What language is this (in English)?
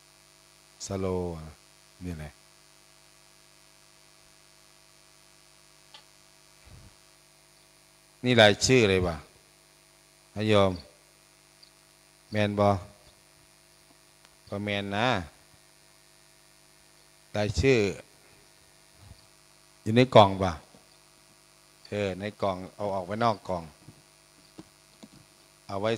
Thai